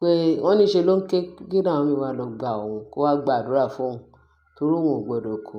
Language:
Yoruba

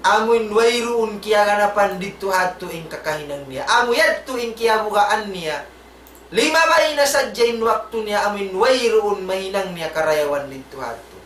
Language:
Tausug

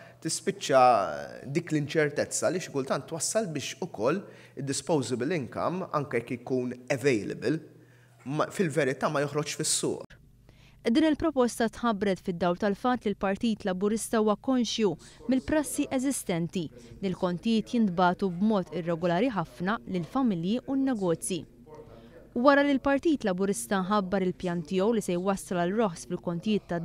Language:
Maltese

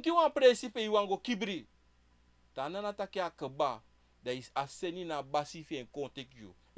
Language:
Sranan Tongo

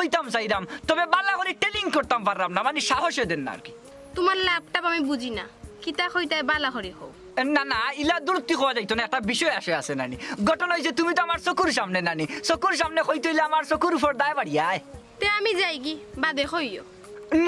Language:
Sylheti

